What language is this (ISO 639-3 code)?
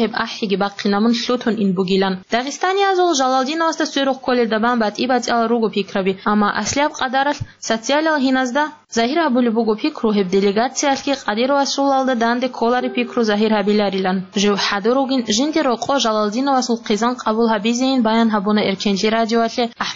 ava